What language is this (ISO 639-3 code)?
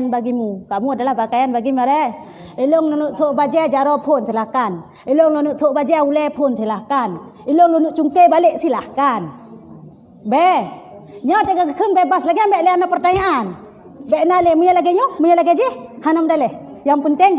ace